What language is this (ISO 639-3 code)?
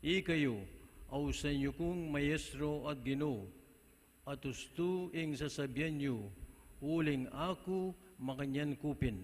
pam